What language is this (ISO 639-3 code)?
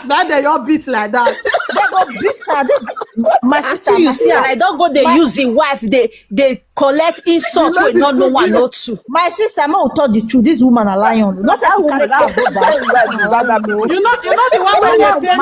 pcm